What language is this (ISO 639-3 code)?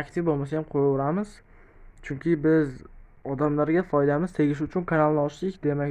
uzb